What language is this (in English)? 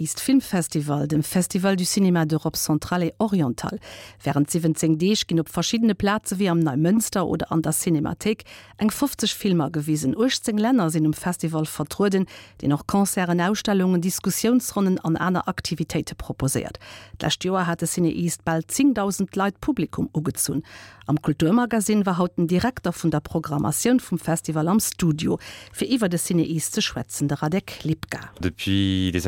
Luxembourgish